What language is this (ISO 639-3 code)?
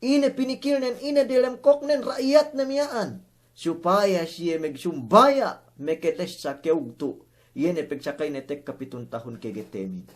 yka